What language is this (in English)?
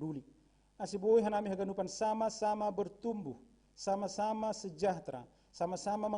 Batak Simalungun